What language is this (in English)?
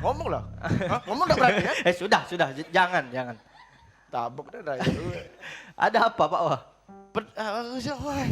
Musi